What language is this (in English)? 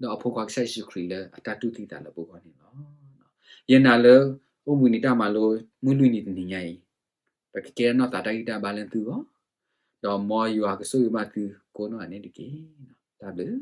S'gaw Karen